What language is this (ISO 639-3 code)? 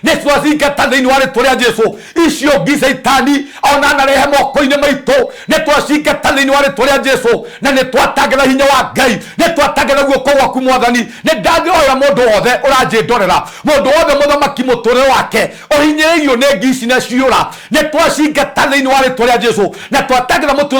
kik